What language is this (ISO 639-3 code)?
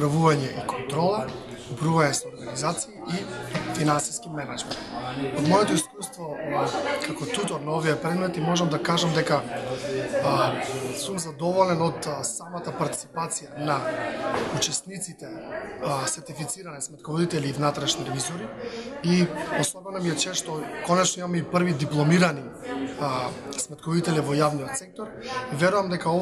mkd